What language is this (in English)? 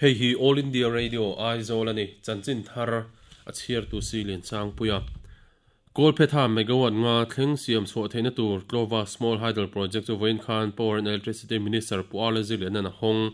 Mizo